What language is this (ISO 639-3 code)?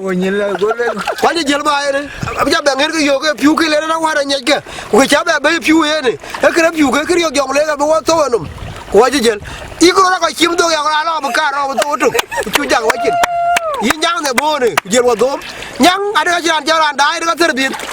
din